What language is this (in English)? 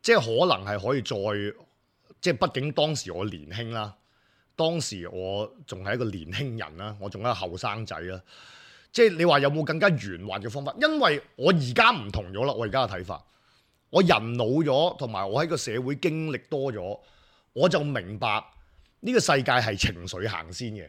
Cantonese